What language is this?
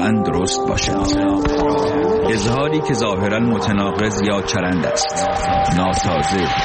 Persian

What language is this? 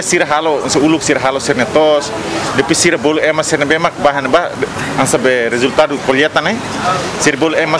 Tetum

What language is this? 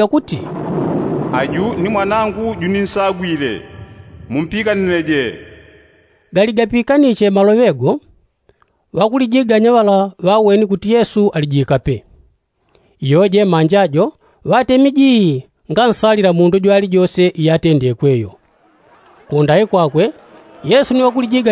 Yao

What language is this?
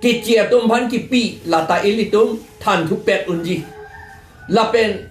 Karbi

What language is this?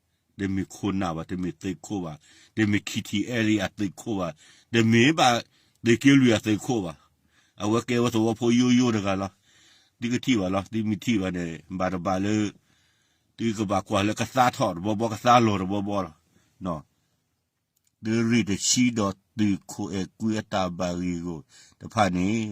S'gaw Karen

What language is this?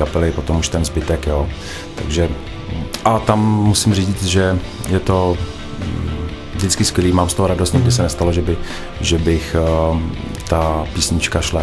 Czech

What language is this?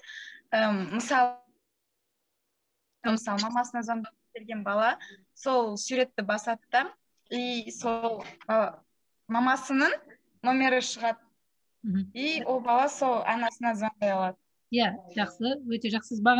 Kazakh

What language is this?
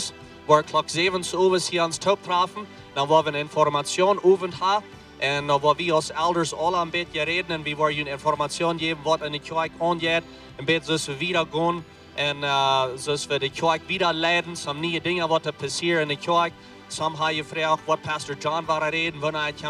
Plautdietsch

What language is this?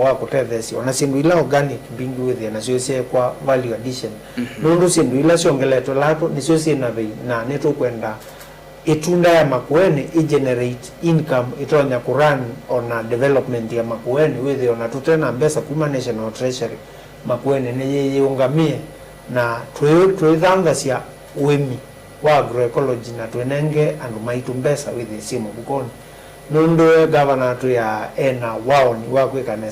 Kamba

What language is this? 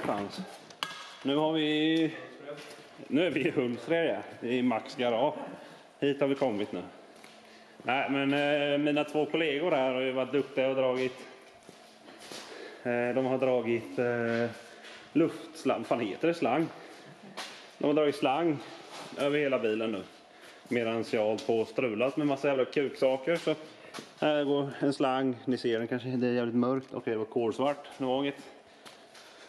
Swedish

